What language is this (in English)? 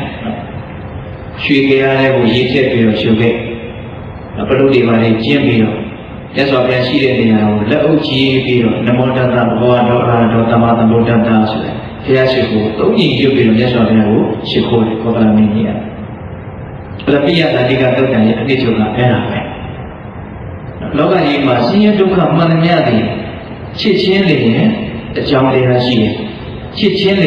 Burmese